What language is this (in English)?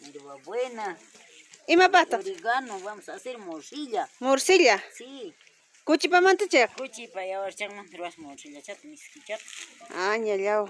Ayacucho Quechua